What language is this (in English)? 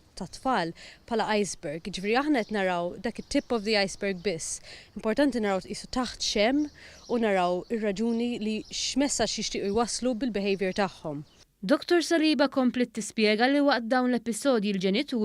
Maltese